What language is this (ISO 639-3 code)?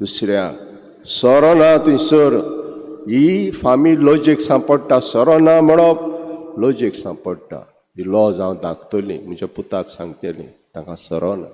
kok